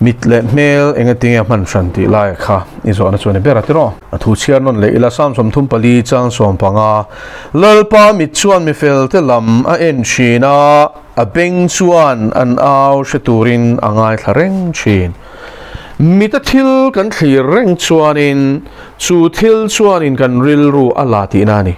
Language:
Mizo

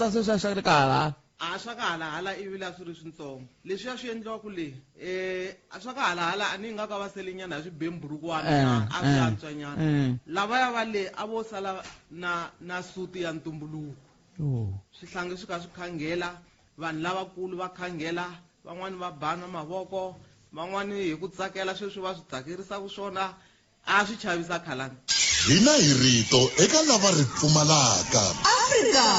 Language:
Tsonga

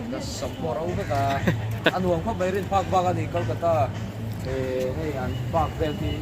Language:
Mizo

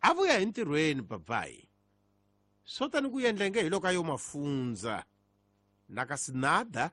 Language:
Tsonga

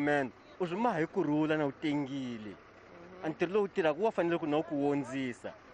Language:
Tsonga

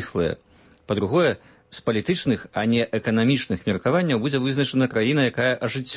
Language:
Belarusian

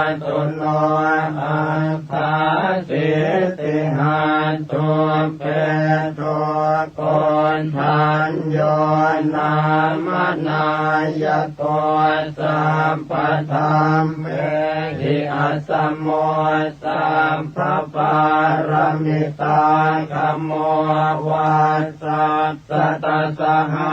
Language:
Pali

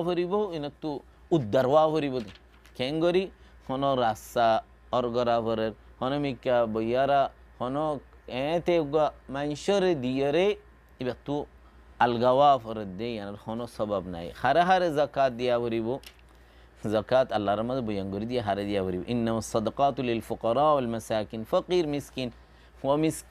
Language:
Rohingya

